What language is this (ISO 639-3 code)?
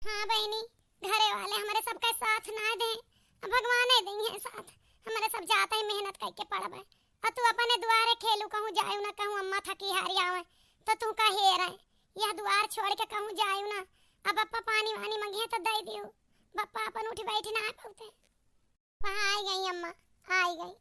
awa